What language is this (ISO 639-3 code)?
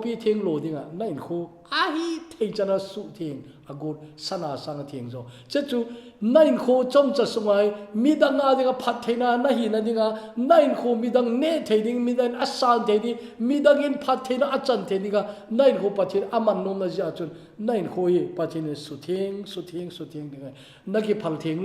tcz